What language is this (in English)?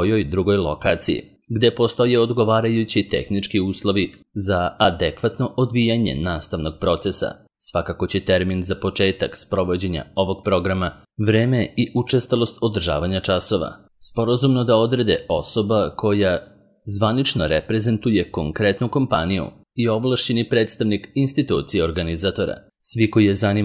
Serbian